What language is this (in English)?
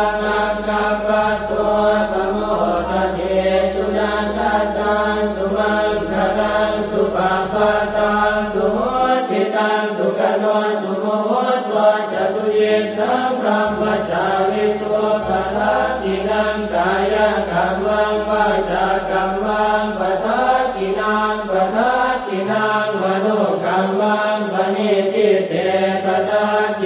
Pali